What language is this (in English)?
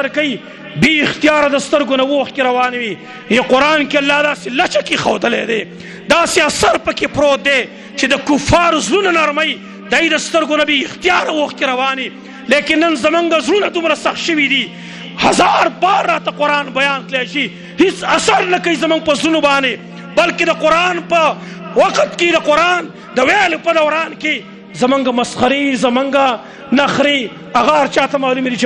Pashto